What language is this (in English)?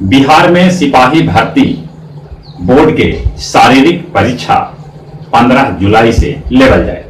Magahi